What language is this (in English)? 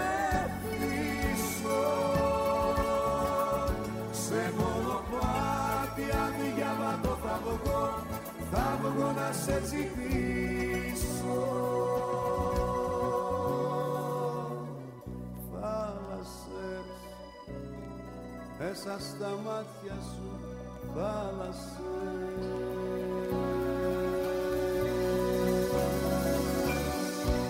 Greek